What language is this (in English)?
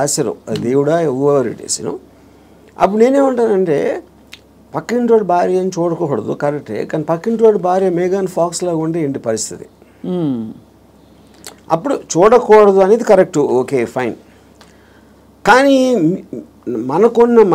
Telugu